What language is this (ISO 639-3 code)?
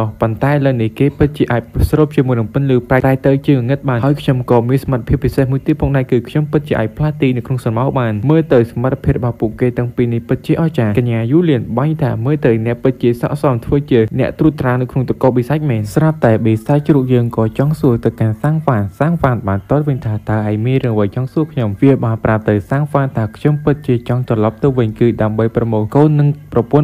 khm